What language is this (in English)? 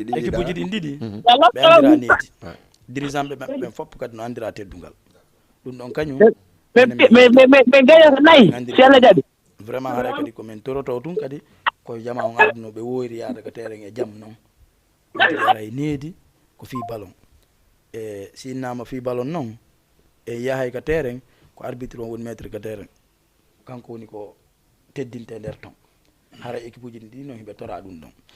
Fula